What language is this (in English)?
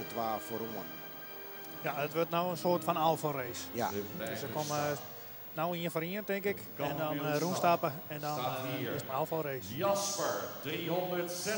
Western Frisian